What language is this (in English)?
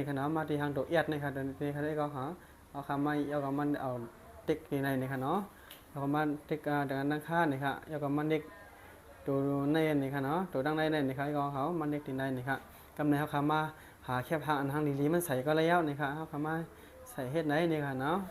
Shan